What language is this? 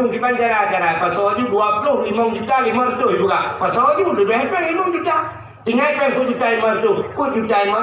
Achinese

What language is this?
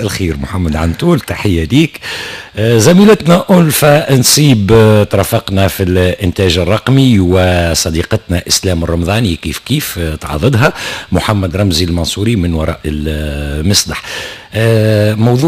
Tunisian Arabic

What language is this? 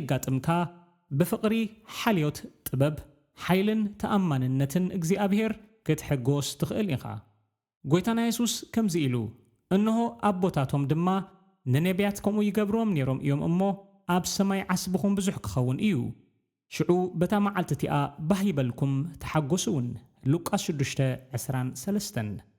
Tigrinya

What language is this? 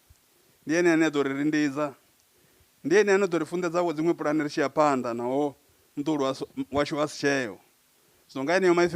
Venda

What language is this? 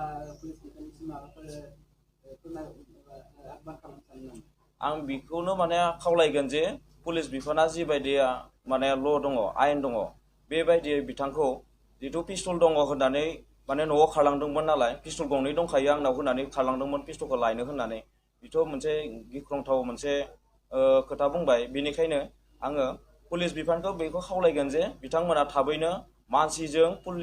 Bodo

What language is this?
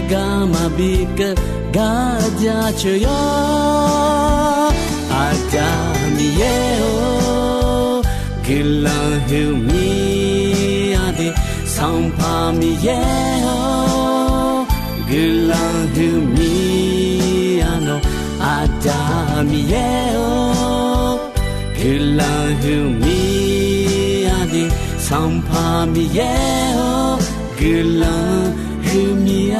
Akha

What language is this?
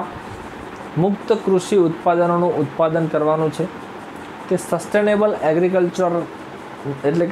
Gujarati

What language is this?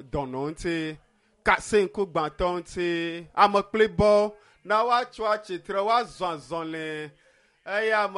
Ewe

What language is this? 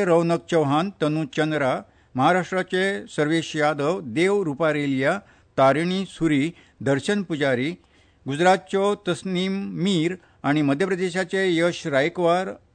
Konkani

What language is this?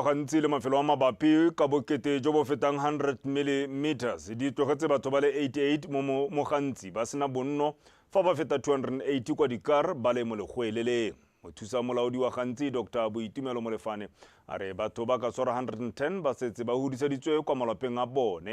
Tswana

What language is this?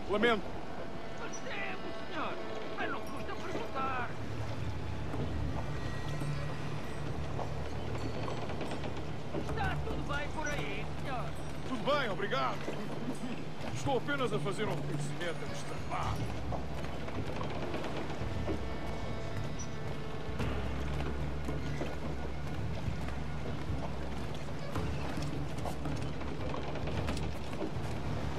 Portuguese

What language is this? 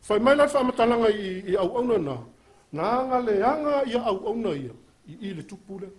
Samoan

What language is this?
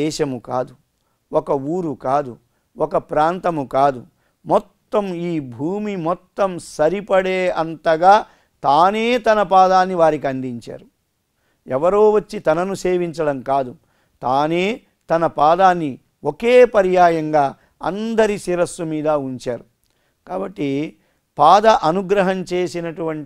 Telugu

